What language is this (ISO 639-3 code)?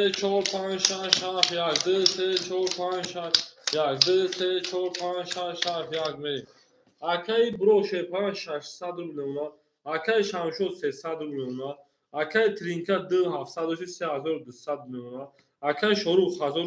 tgk